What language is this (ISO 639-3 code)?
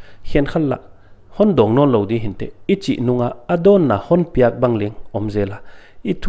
pck